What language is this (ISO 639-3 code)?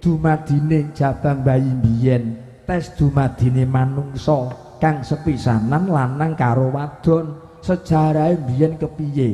jav